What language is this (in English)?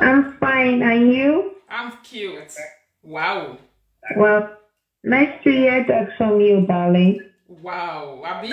Nigerian Pidgin